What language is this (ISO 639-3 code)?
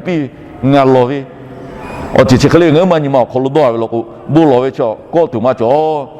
lhu